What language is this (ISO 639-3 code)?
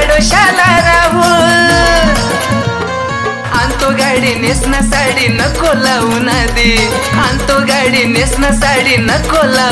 mar